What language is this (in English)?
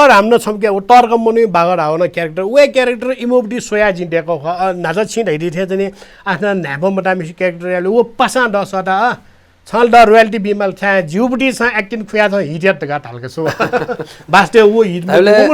Newari